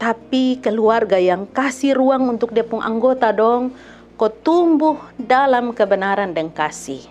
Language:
Kupang Malay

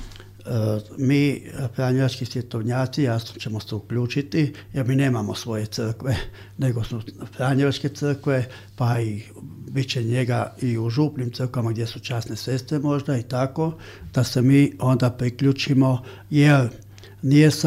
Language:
Croatian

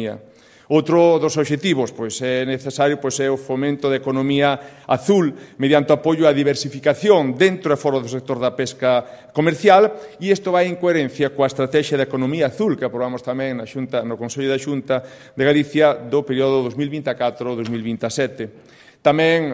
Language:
Galician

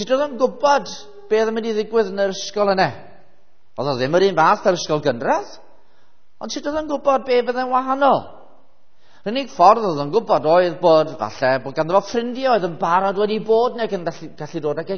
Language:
Welsh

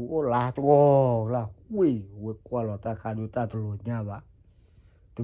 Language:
S'gaw Karen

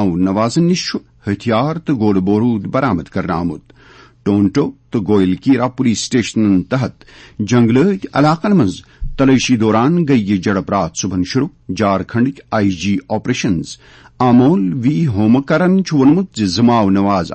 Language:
Kashmiri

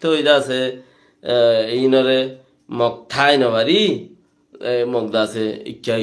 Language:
Rohingya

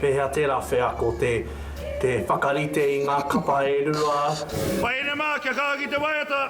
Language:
Māori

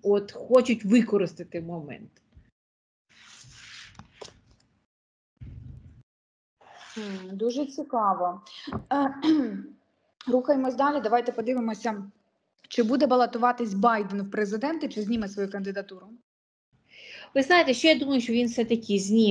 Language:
Ukrainian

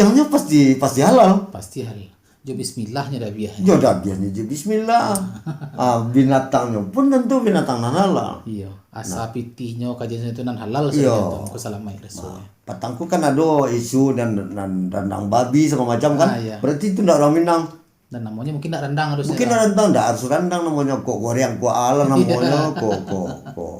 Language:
Minangkabau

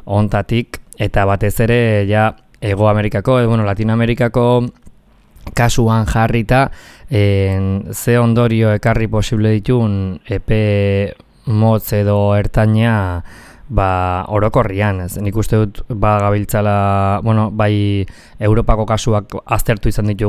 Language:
Basque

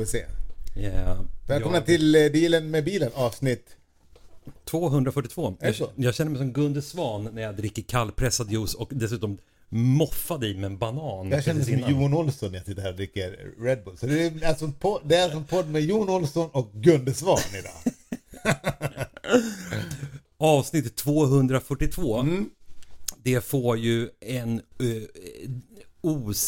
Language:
Swedish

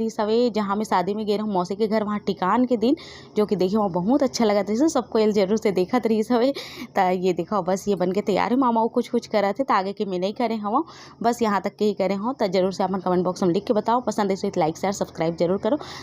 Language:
Chhattisgarhi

